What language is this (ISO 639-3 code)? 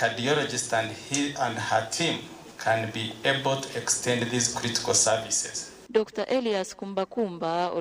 nyn